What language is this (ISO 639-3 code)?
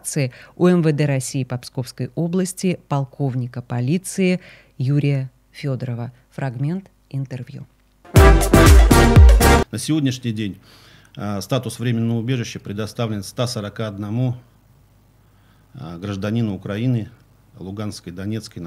rus